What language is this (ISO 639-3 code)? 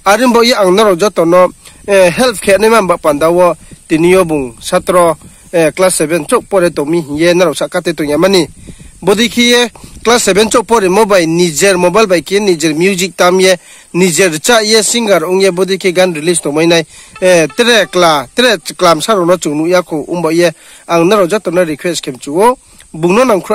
ria